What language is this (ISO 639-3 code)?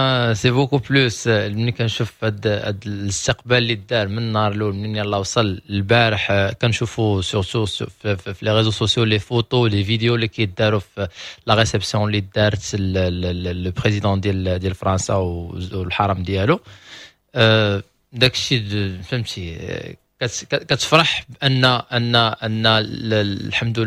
ary